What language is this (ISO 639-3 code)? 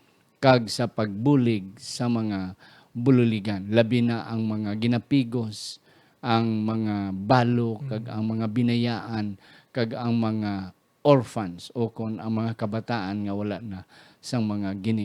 hil